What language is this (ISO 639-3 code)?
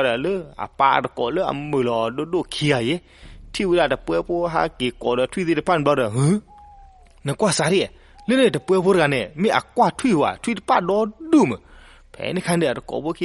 ksw